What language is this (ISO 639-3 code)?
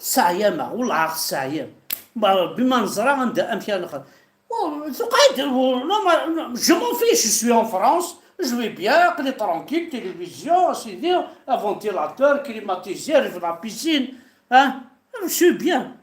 kab